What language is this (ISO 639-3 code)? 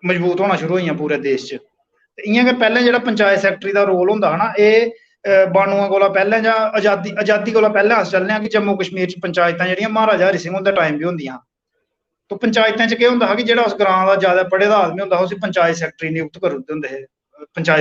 doi